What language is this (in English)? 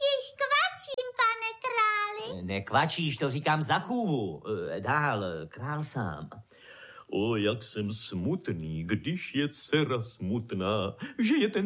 Czech